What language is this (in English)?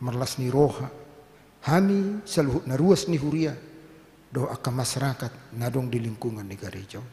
Batak Toba